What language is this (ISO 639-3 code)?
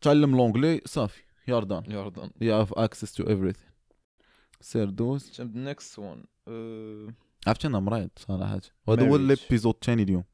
ary